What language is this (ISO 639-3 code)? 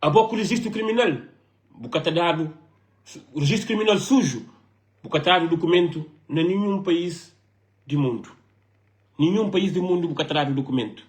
kea